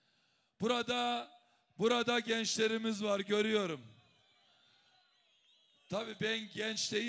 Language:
Turkish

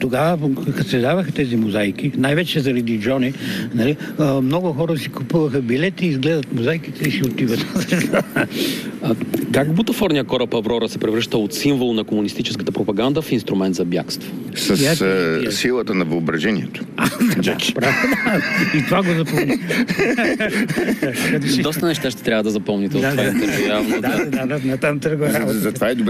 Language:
Bulgarian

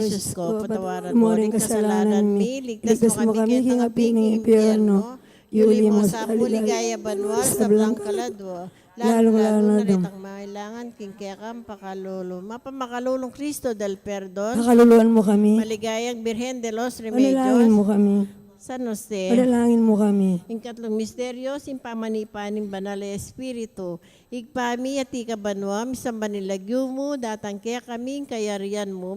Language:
Pampanga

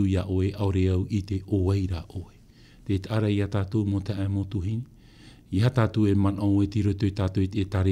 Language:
Tahitian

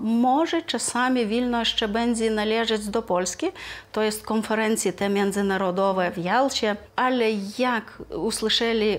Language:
Polish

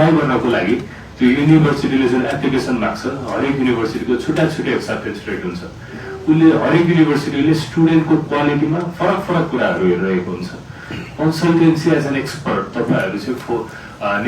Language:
Nepali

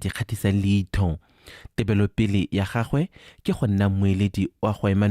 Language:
Tswana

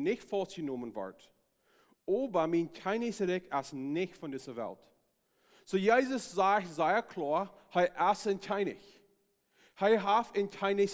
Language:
Plautdietsch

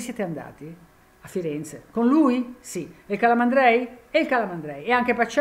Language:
Italian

